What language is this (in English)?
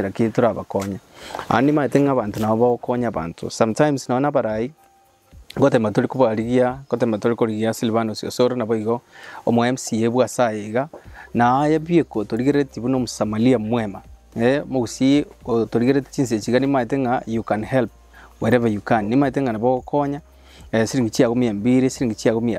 Gusii